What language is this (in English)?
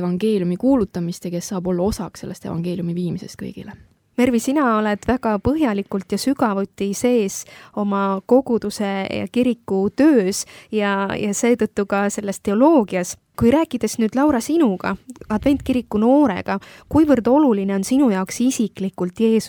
Estonian